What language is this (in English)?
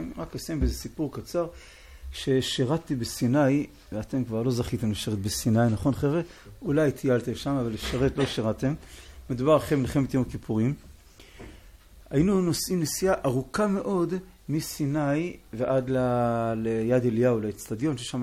Hebrew